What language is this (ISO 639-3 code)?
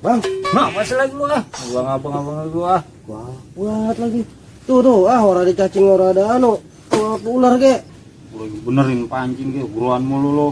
bew